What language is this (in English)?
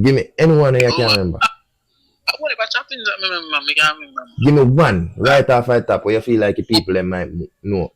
Jamaican Creole English